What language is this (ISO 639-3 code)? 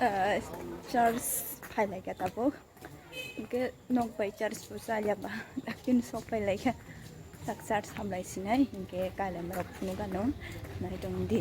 trp